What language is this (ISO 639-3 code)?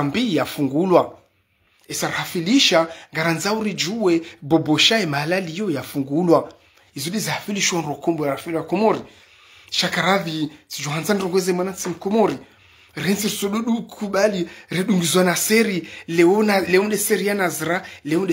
zdj